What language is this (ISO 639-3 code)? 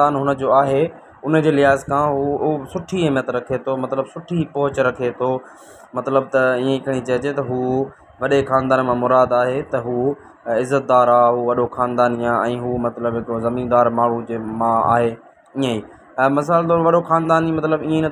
snd